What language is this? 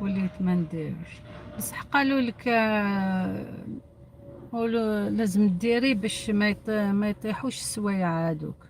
Algerian Arabic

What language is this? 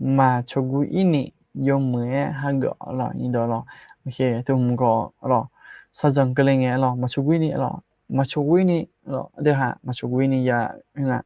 Akha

